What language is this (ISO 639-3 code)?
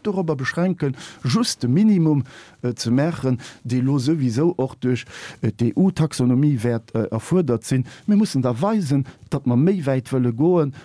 ltz